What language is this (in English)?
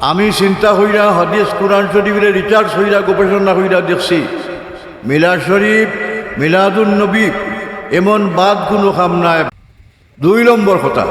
Sylheti